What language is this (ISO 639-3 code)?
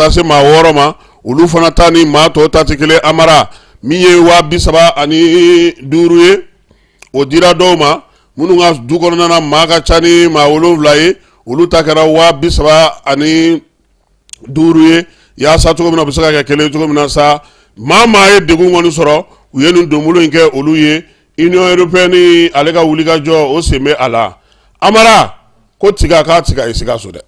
bam